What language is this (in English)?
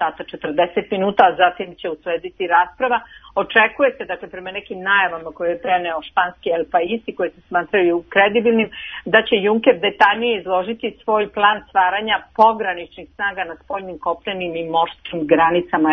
Serbian